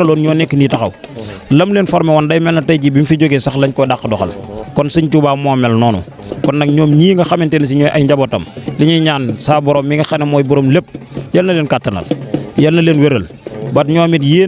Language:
Wolof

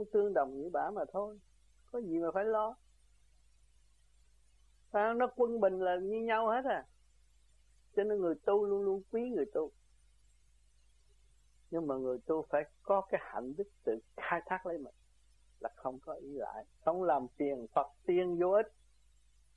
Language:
Vietnamese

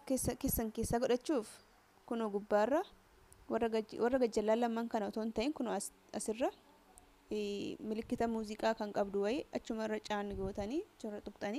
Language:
Oromo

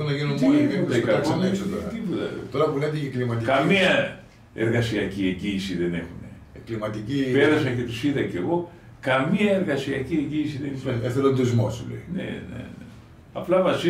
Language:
Greek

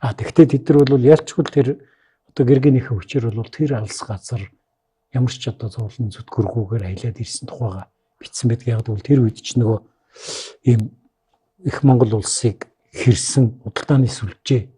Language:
Mongolian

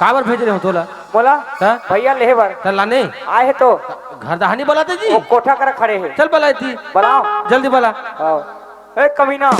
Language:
Chhattisgarhi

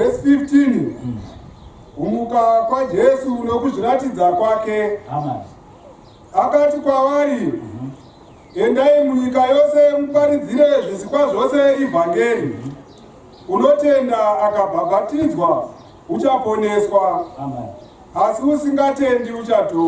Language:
Shona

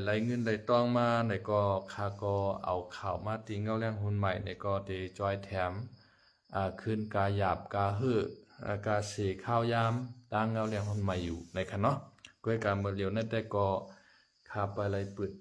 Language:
Shan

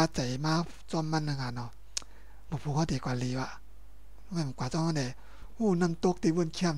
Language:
Shan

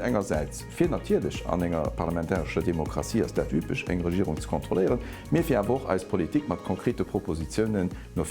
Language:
Luxembourgish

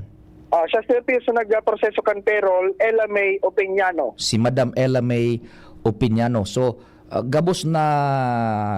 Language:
Bikol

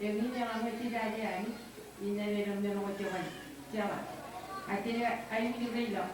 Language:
Marshallese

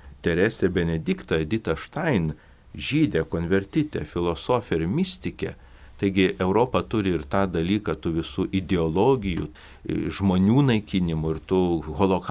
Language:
Lithuanian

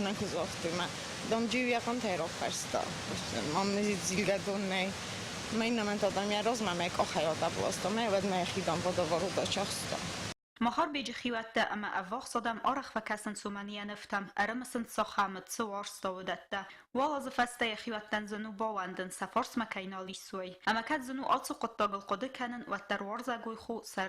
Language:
Ossetic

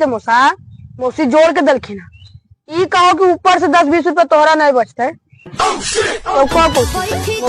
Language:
Magahi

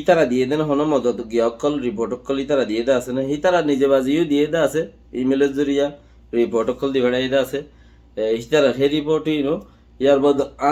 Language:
Rohingya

